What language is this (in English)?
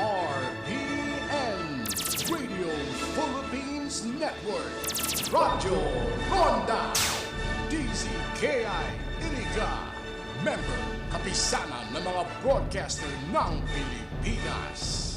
Bikol